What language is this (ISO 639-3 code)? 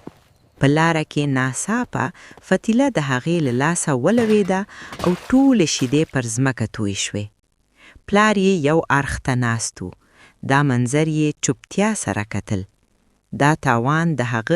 pus